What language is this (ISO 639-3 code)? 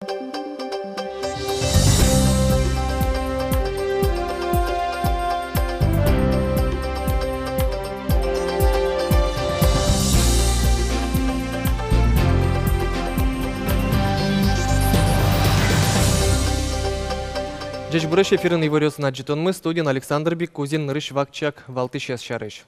udm